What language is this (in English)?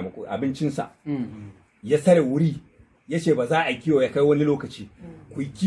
Hausa